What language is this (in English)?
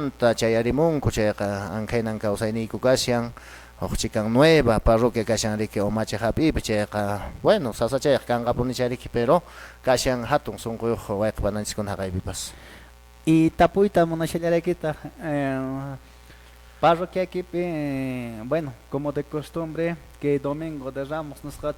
Quechua